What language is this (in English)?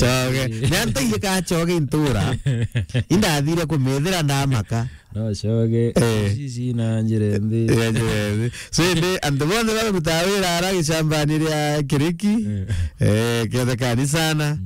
Meru